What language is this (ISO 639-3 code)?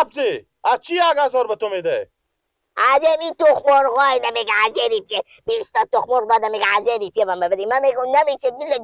fas